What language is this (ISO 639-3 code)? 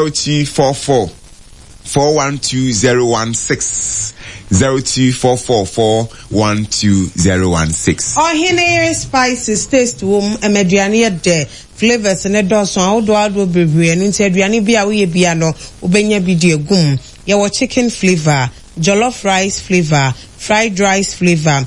aka